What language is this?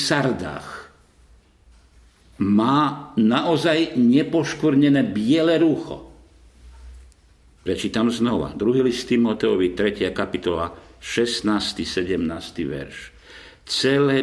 Slovak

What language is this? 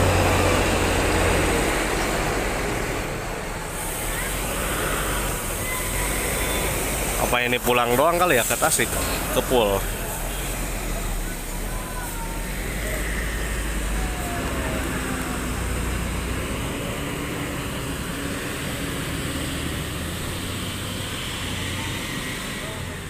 Indonesian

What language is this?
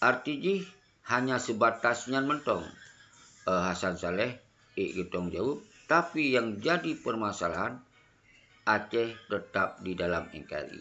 Achinese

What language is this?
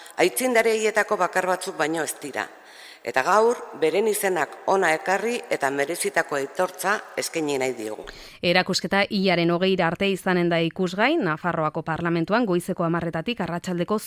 Basque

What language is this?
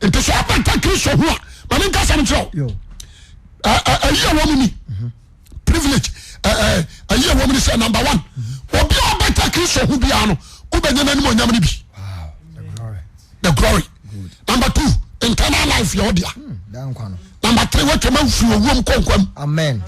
Akan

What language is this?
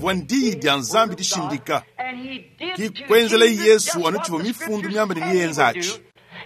Luba-Lulua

